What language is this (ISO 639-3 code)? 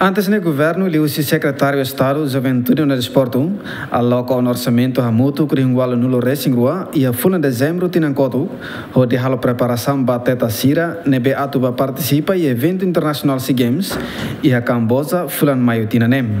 tet